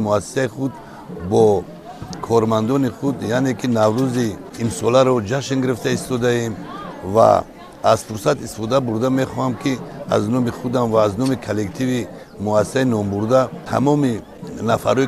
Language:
Tajik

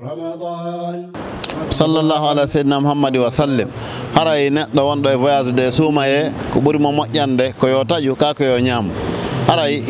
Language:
Fula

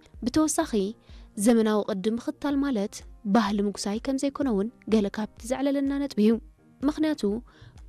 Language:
Tigrinya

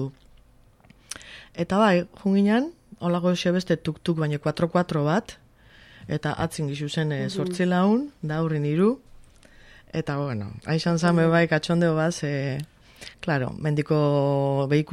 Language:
Basque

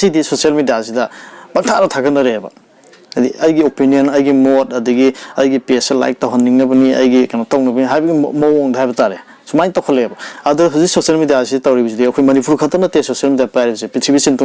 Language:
Manipuri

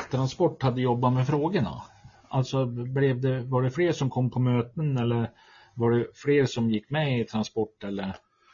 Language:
Swedish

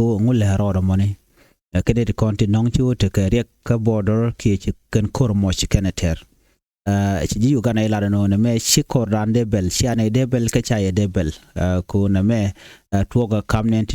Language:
Nuer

